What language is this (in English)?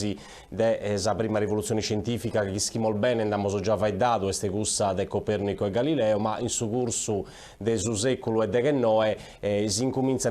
Sardinian